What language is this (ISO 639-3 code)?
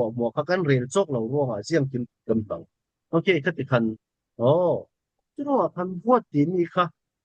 cfm